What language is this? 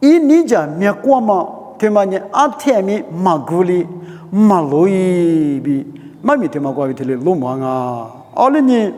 Lisu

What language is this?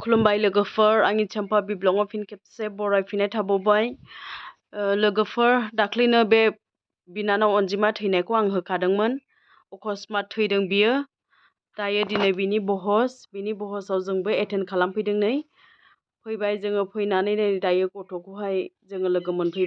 Bodo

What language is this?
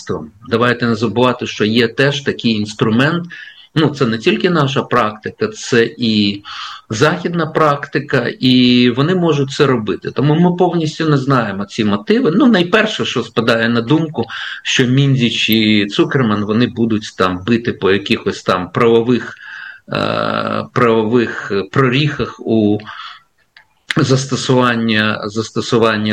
Ukrainian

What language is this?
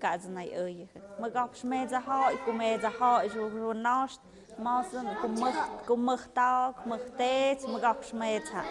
Tlahuitoltepec Mixe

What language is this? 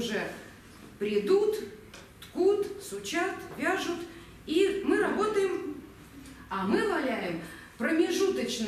Russian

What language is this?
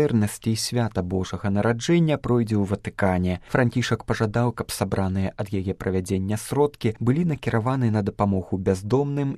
Belarusian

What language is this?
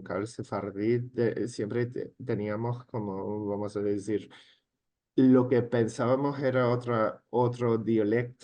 Ladino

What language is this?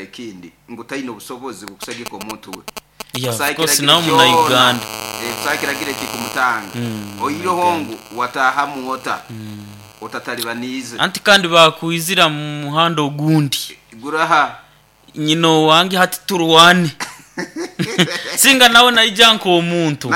Nyoro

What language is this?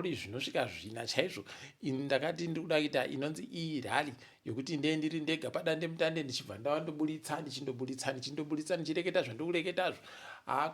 Ndau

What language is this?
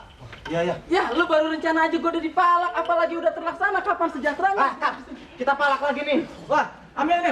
Betawi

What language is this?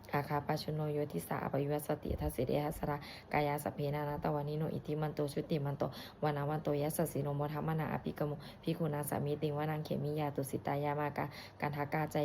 Pali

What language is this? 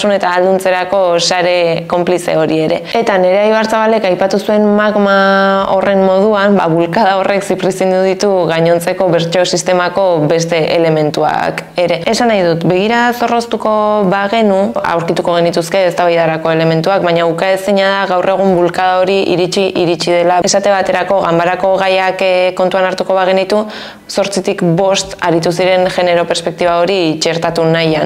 Basque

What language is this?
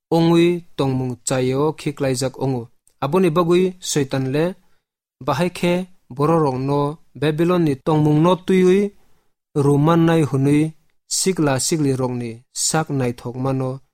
Kok Borok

